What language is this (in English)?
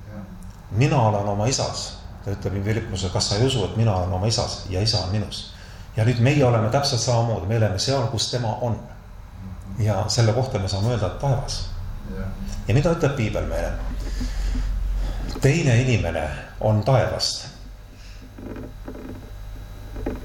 Estonian